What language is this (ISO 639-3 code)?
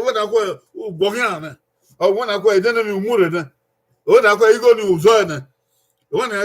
bin